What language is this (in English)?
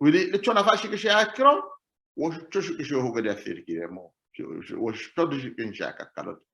Sidamo